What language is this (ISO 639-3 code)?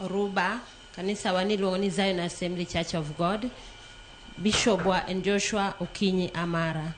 luo